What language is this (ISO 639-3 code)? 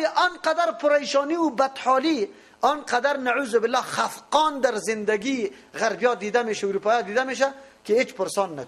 fas